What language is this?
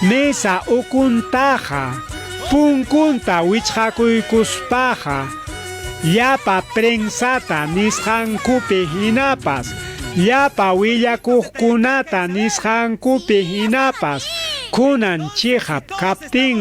Ayacucho Quechua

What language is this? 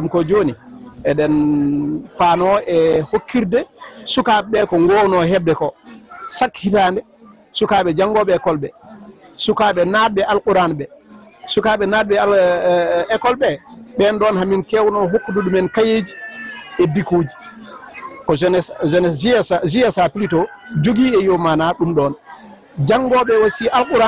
Fula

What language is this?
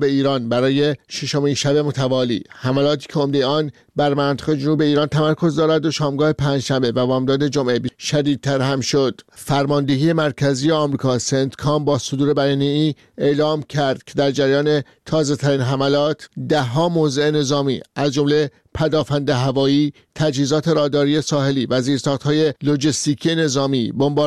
Persian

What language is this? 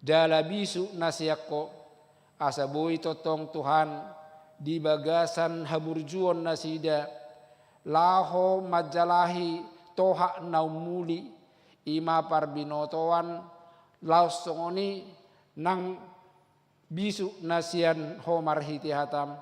Batak Toba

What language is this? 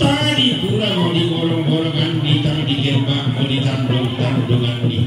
Toraja-Sa'dan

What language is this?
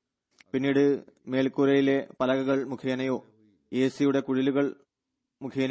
Malayalam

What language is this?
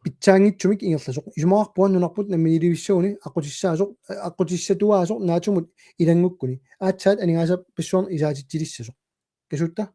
Kalaallisut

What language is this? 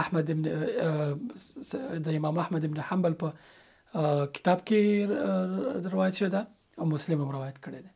Pashto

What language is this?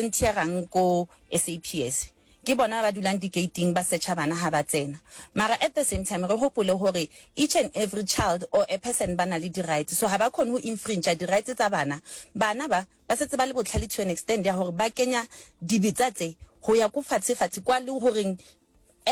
Northern Sotho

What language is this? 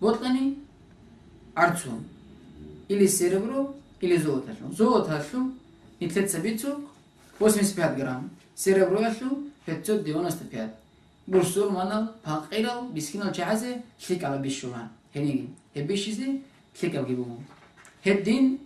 Avaric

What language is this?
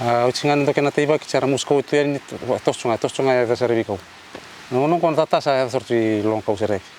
Fijian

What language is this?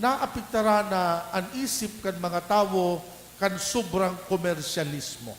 Bikol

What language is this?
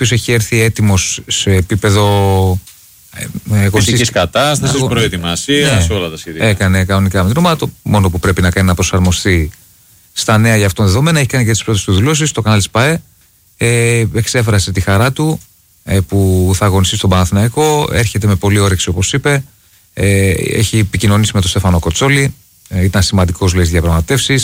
Greek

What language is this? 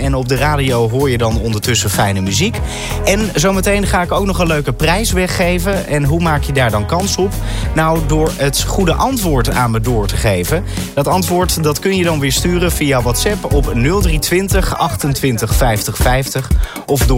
Dutch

